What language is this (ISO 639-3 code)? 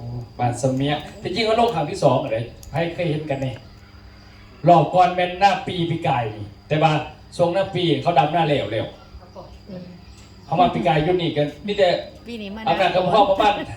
lao